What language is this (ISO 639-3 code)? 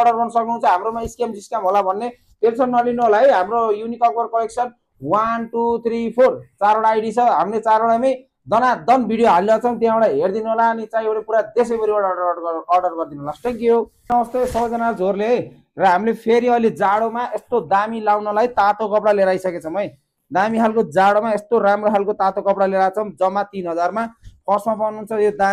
nep